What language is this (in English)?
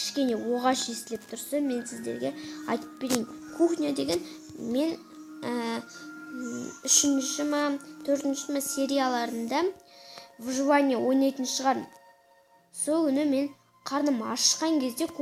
Kazakh